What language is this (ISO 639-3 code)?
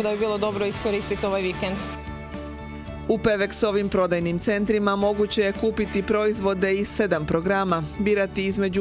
hrv